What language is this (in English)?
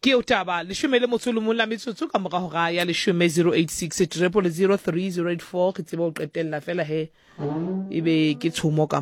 Southern Sotho